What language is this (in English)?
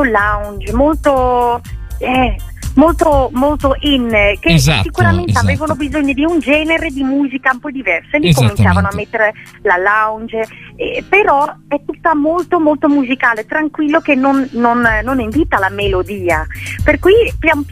Italian